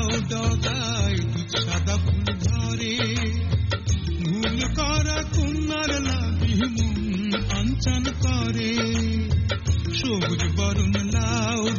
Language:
Bangla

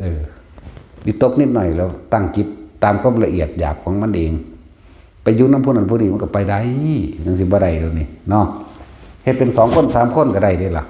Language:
Northeastern Thai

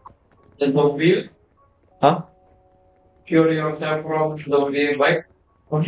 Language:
Banjar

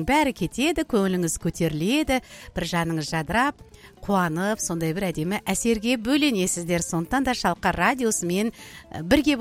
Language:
Kazakh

